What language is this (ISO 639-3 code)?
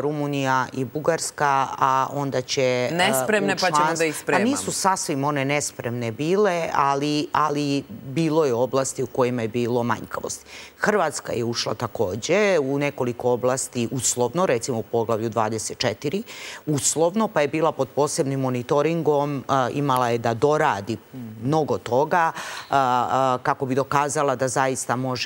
srp